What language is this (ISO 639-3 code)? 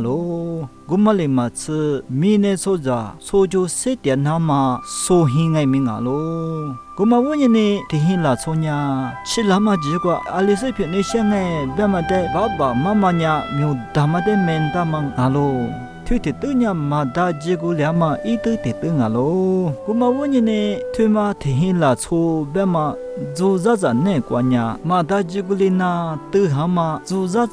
lis